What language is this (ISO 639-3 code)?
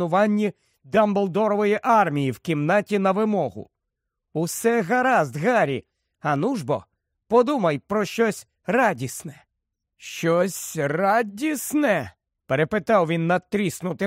ukr